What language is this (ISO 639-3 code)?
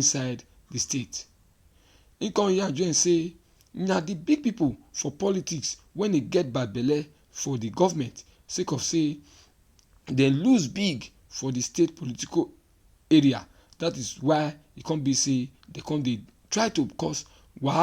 pcm